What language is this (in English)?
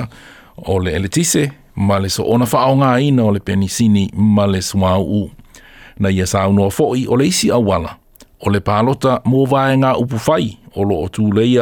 Samoan